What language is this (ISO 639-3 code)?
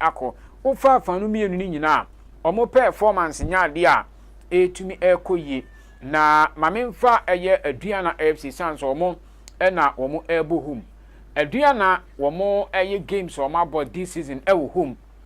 aka